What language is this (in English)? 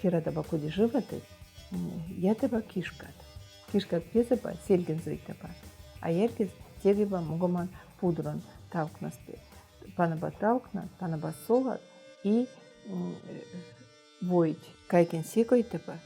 Veps